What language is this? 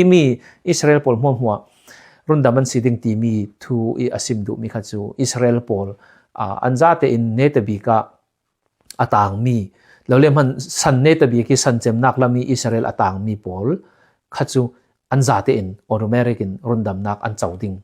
Falam Chin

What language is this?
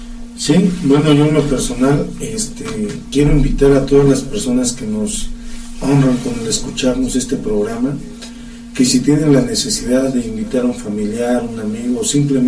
Spanish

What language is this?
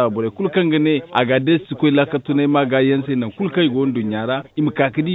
Zarma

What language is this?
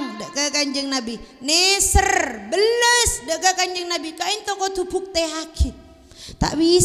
Madurese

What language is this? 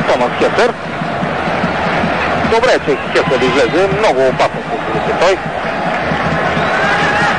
Bulgarian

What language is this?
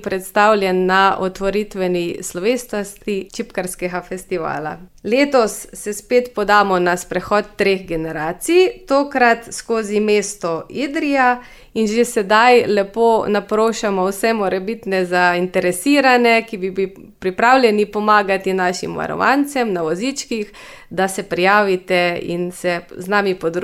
Slovenian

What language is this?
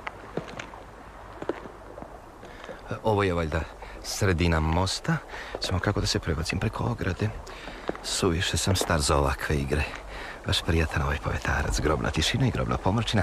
Serbian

